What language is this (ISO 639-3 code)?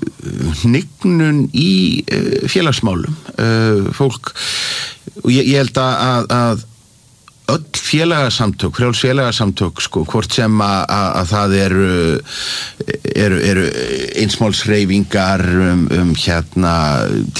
isl